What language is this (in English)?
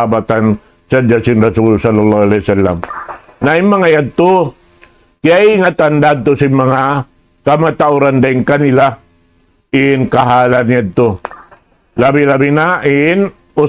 Tausug